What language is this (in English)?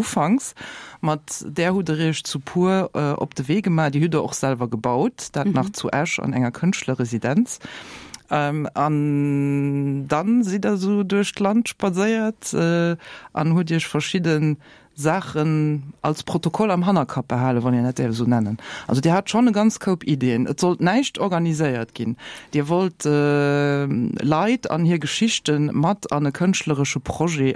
Luxembourgish